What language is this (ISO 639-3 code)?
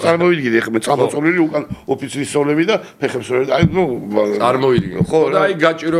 kat